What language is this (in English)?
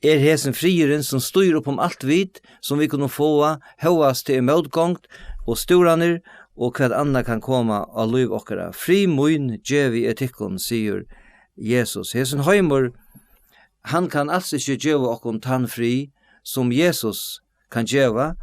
Faroese